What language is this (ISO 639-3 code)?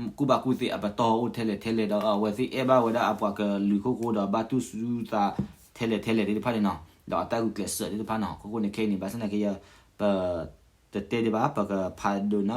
ksw